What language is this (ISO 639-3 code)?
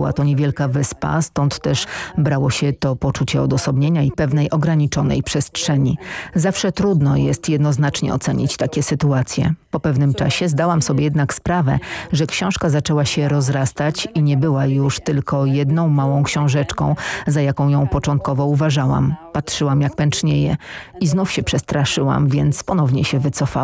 pol